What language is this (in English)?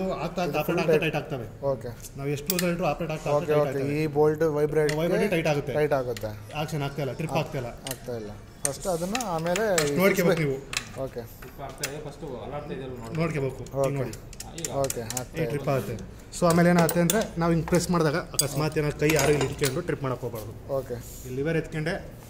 Kannada